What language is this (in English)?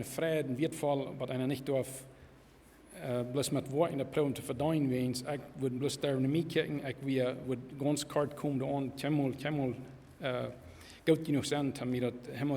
Plautdietsch